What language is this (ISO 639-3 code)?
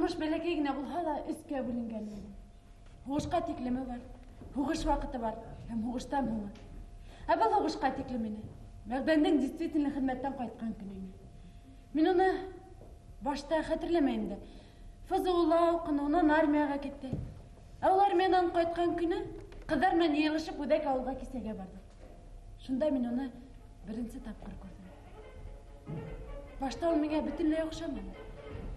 bak